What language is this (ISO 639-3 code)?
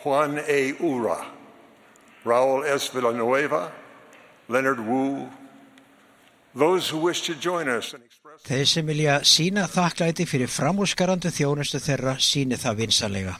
isl